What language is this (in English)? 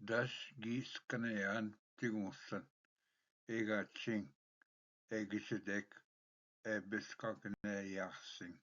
Ojibwa